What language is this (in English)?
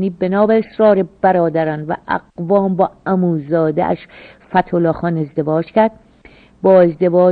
Persian